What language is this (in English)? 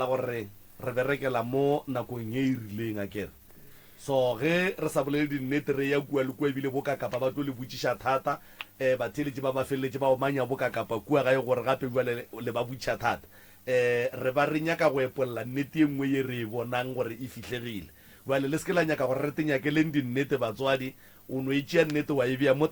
Northern Sotho